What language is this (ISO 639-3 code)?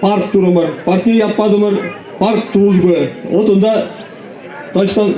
chv